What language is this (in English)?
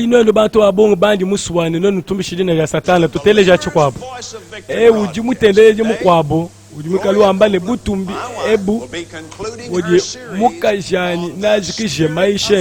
Luba-Lulua